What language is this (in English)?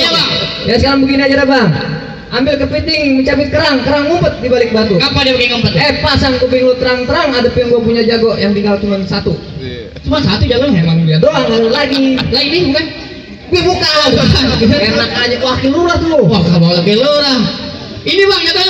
Betawi